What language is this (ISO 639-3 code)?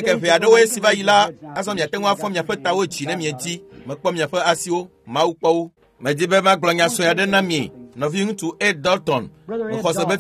ewe